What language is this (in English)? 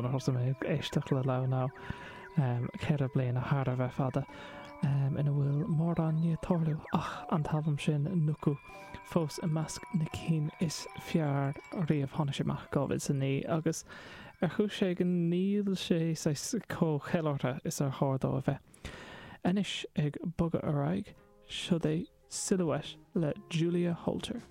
Irish